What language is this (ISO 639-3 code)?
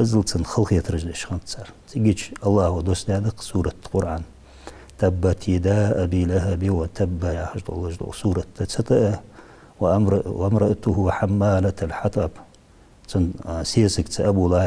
inh